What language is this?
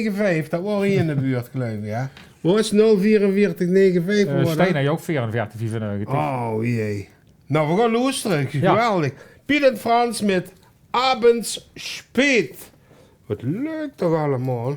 Limburgish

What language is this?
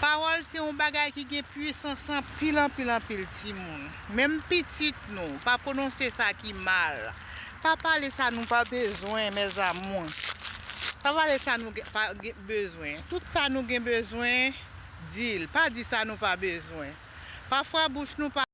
Haitian Creole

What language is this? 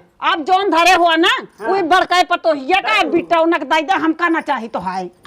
Awadhi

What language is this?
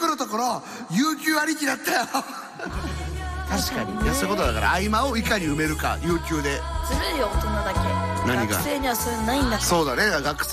Japanese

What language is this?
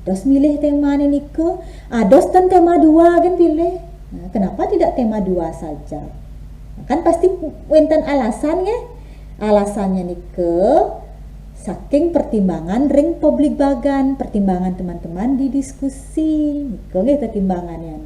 Balinese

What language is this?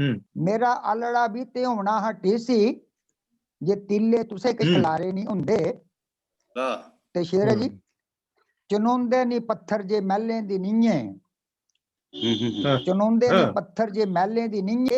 Dogri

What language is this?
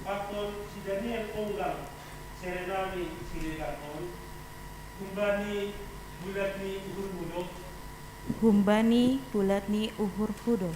Batak Simalungun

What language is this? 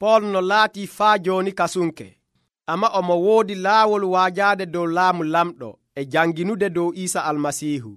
Nigerian Fulfulde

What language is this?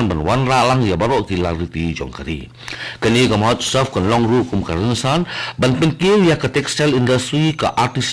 Khasi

